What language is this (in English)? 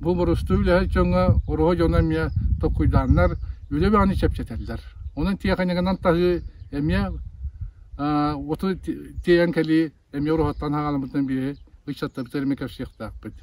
Yakut